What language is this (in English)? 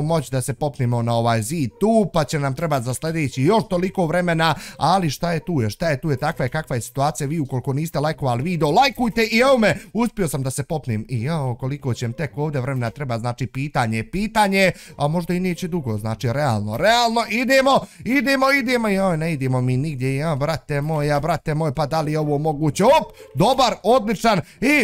Bosnian